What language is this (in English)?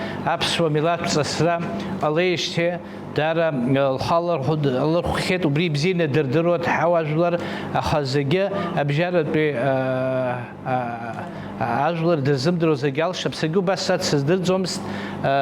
Abkhazian